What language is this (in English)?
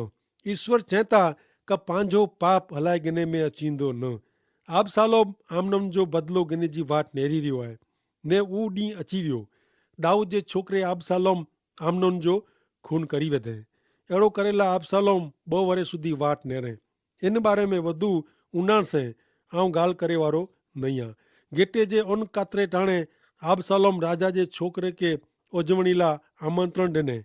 Kachhi